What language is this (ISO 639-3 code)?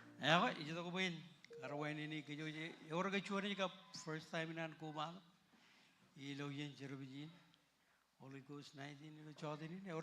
mah